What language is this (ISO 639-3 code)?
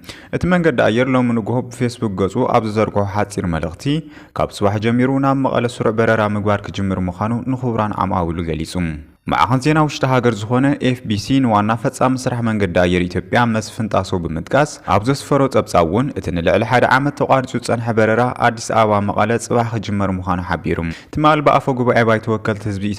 tir